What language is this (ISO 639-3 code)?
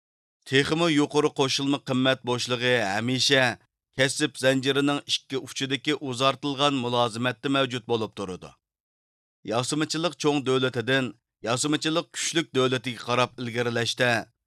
uig